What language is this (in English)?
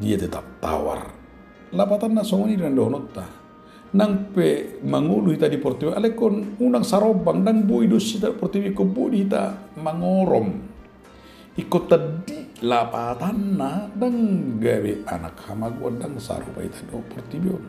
Batak Toba